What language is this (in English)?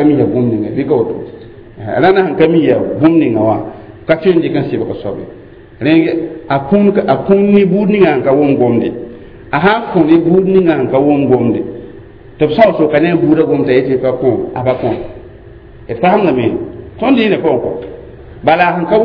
Mossi